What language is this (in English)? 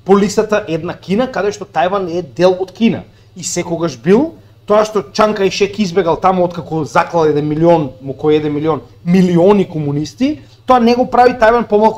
Macedonian